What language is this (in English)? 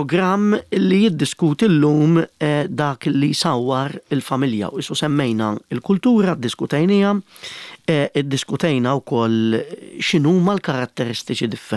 Maltese